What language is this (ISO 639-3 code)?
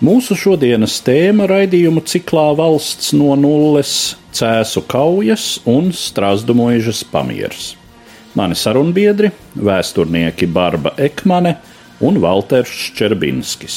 lav